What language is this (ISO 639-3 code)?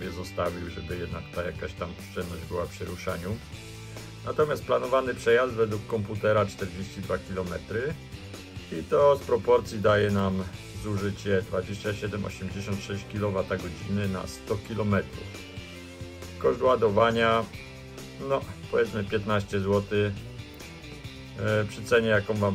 pol